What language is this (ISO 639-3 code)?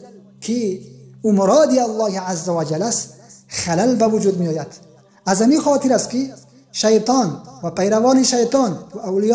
tgk